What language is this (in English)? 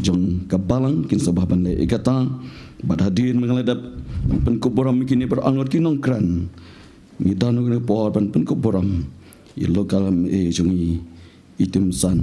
Khasi